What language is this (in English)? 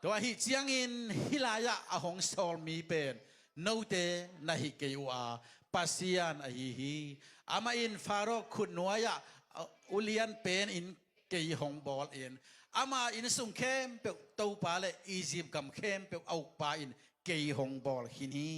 Tedim Chin